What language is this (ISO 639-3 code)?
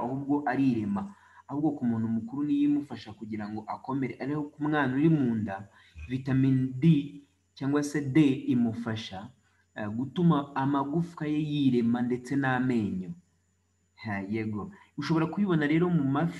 kin